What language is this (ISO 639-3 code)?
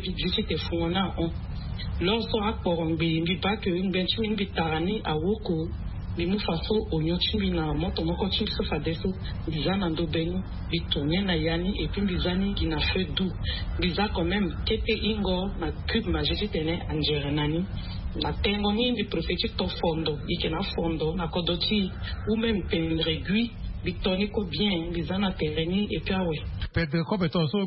sag